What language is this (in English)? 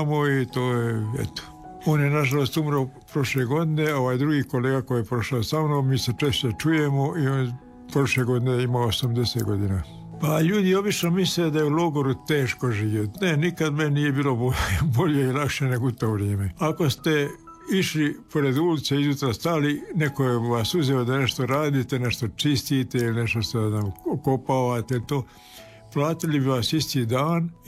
Croatian